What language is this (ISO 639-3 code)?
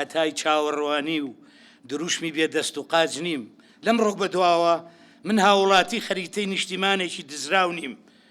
ckb